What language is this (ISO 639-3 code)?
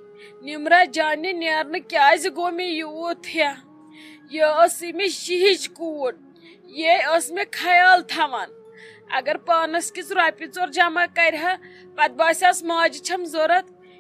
kas